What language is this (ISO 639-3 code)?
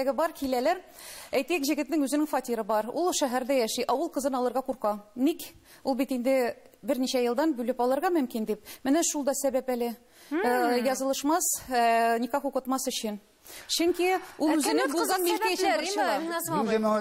tat